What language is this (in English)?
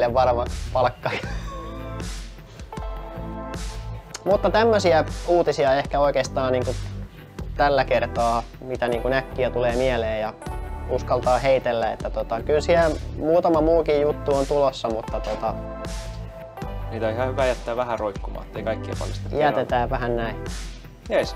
Finnish